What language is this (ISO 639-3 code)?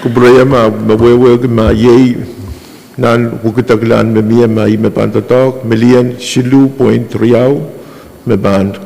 pon